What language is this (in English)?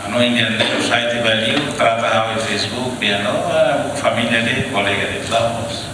Tetum